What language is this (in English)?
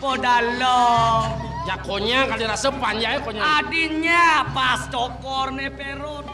Balinese